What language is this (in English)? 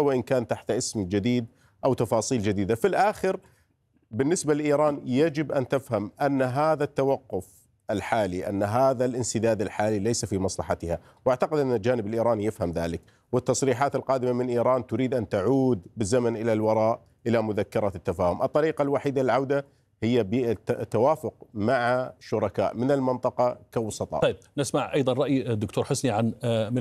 Arabic